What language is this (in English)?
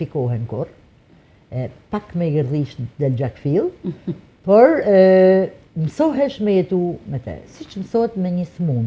Albanian